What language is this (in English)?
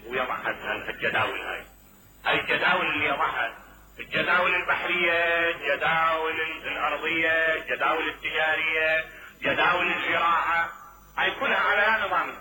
Mesopotamian Arabic